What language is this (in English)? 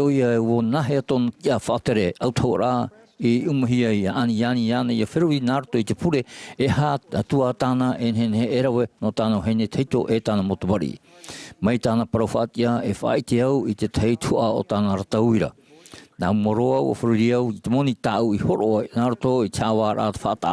Tahitian